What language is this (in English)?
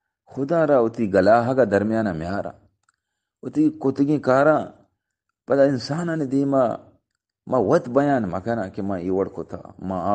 Eastern Balochi